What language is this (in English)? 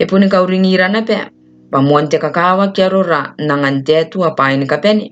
Gilbertese